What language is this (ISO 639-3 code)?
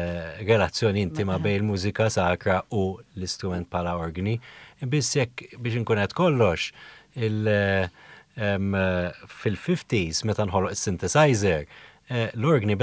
mlt